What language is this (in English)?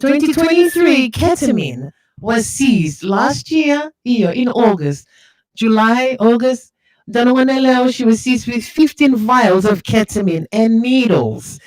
Fijian